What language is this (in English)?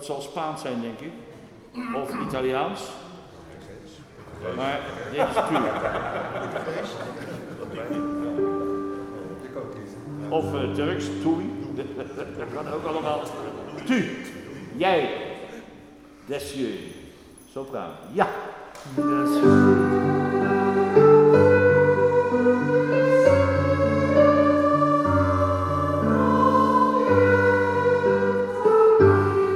Dutch